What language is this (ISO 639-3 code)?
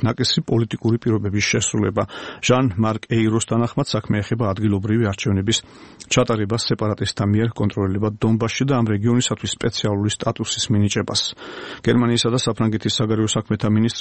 kat